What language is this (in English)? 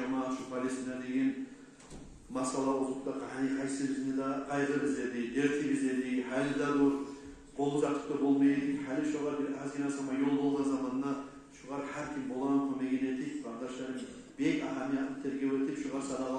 Kumyk